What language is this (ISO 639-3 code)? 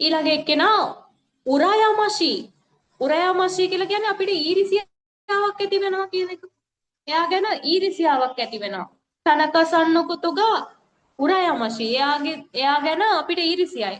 sin